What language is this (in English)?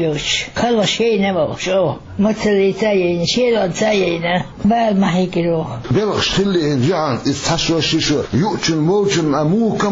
Chechen